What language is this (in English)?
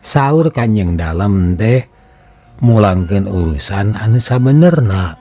Sundanese